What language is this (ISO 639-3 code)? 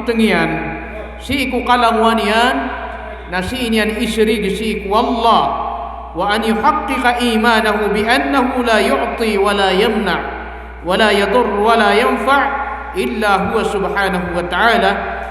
mrw